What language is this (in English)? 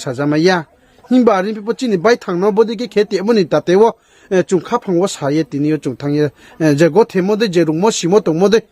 Riang (India)